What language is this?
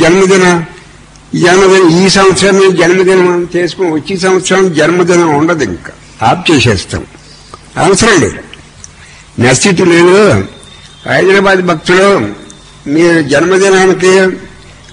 Telugu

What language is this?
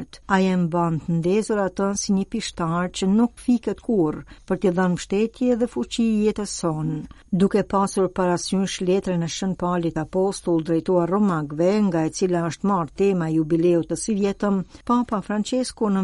Albanian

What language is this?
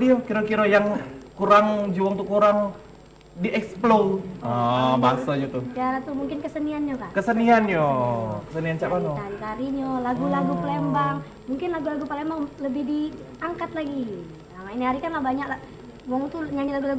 Musi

